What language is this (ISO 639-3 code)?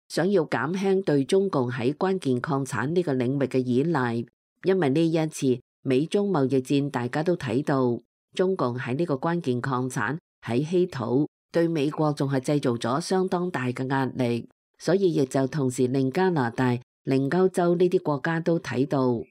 yue